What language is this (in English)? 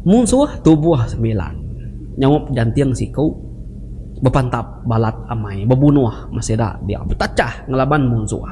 Iban